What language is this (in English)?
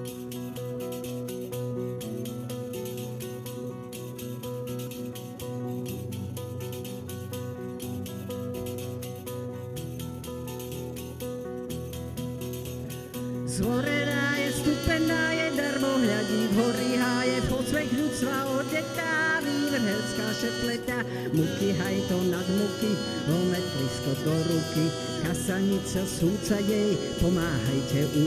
Slovak